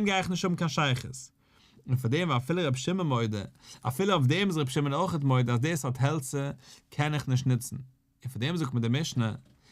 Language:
Yiddish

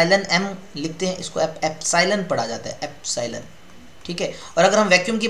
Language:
Hindi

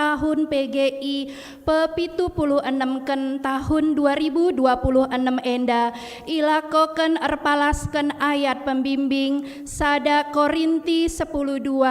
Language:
Batak Karo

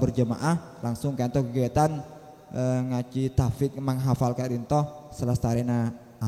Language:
Madurese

